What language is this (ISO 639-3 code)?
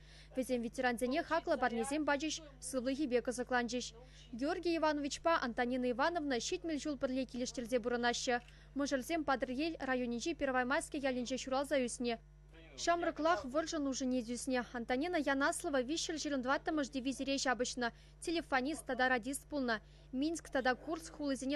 chv